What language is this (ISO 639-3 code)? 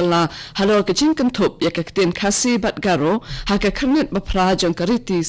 kha